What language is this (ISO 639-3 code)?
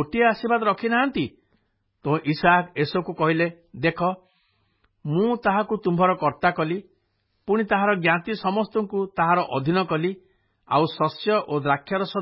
ori